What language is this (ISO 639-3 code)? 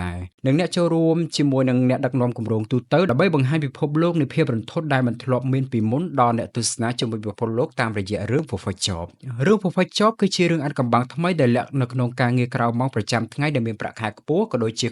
khm